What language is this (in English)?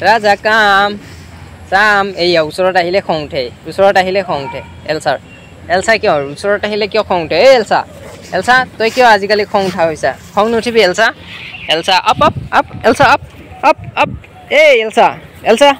Assamese